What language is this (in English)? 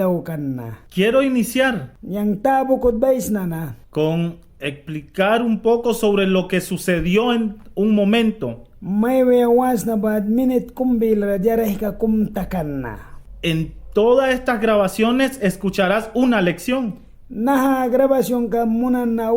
Mískito